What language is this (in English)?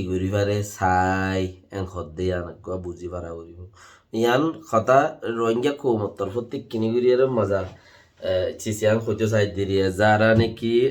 Rohingya